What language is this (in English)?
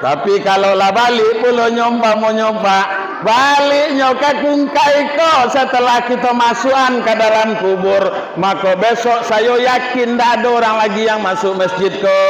Minangkabau